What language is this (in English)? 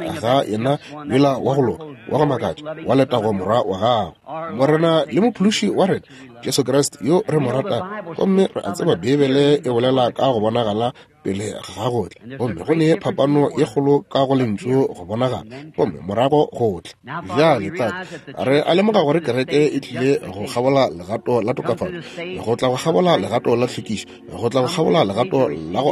Northern Sotho